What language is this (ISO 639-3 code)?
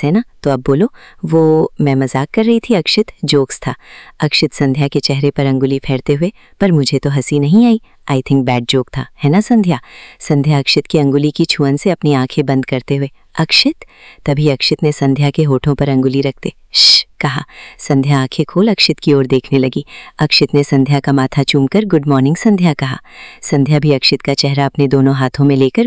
hin